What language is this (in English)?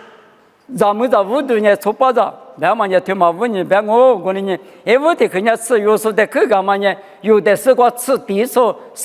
Lisu